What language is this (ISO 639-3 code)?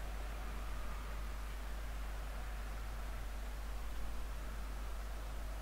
pol